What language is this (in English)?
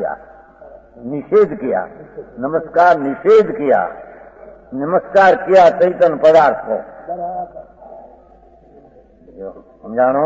Gujarati